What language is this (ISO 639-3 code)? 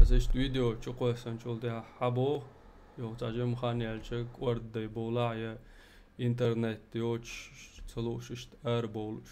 che